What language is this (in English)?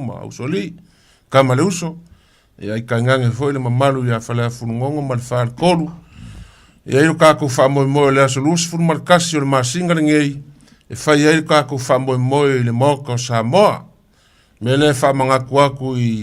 Samoan